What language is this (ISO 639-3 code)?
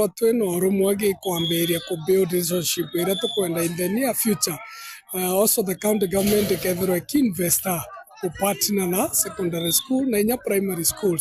mer